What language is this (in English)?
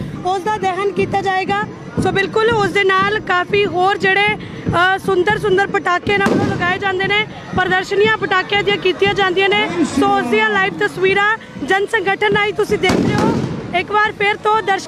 Punjabi